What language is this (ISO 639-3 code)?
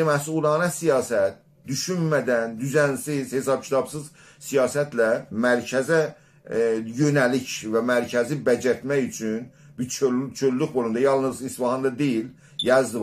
azb